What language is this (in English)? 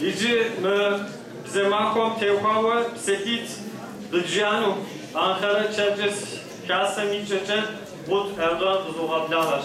Kabardian